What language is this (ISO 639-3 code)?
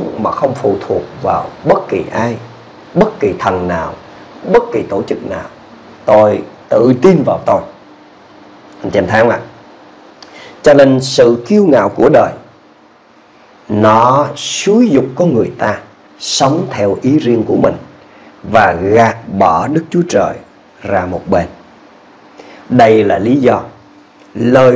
vie